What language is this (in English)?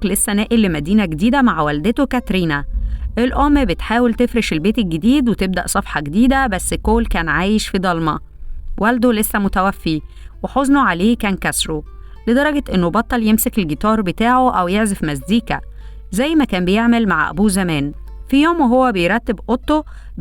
Egyptian Arabic